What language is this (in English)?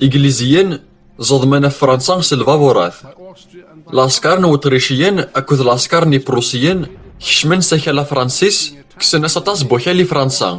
Kabyle